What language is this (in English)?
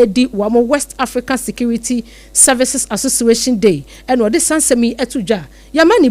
Akan